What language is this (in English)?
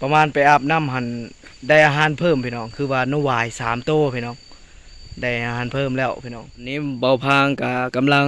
Lao